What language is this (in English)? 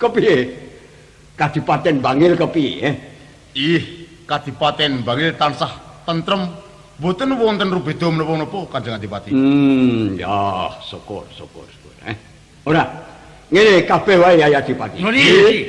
Javanese